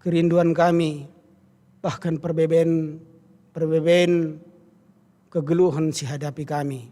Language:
Batak Karo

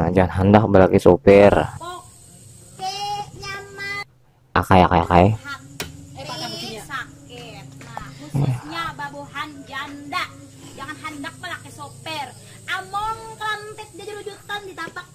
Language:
Banjar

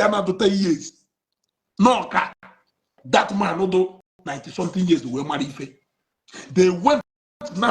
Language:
Igbo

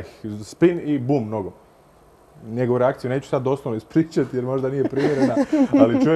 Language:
Croatian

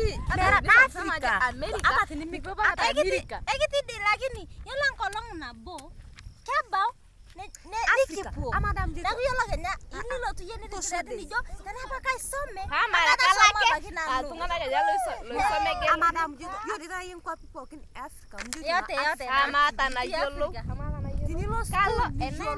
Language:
Masai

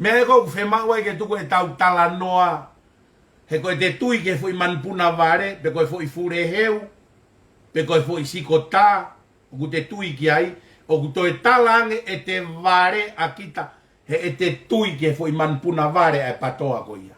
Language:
Tongan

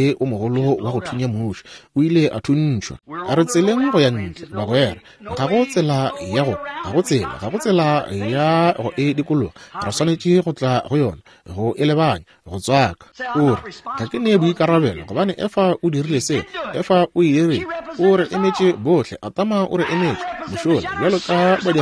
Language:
Northern Sotho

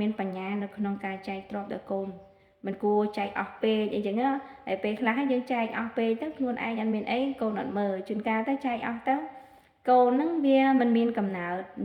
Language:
Khmer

